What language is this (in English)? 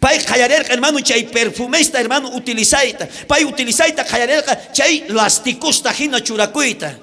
South Bolivian Quechua